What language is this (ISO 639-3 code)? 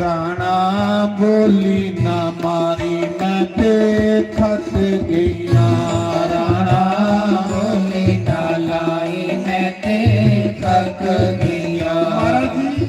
doi